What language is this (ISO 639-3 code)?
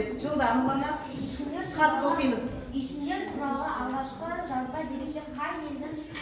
kaz